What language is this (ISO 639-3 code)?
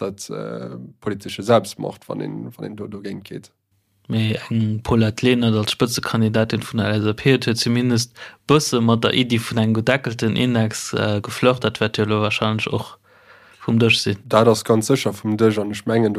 ltz